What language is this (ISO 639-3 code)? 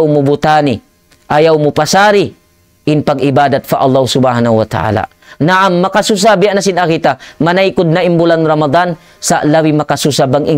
tsg